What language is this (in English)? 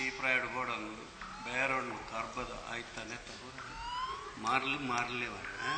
Tulu